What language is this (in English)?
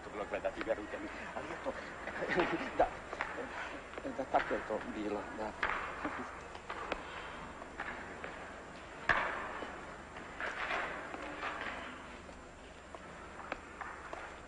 Croatian